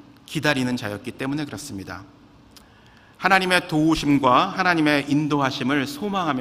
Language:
Korean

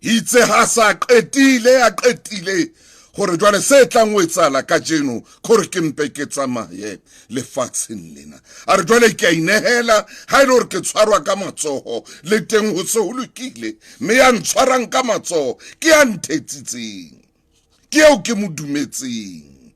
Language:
Southern Sotho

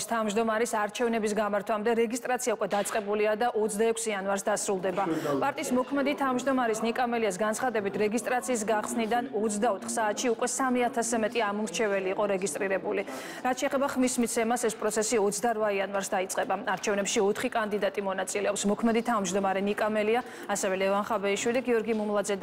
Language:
Georgian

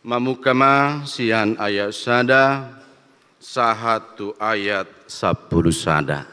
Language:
Batak Toba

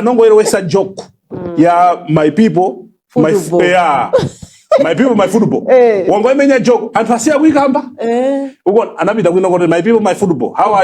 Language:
Nyanja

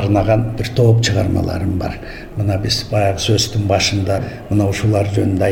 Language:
Kyrgyz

